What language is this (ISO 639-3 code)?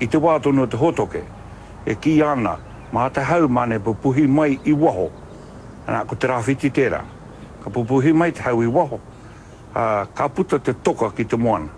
mri